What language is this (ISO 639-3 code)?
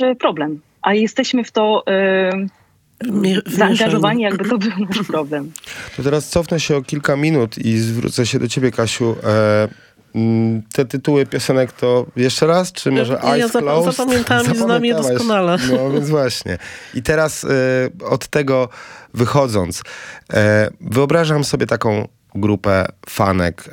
pol